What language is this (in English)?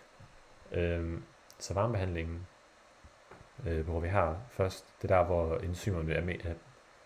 Danish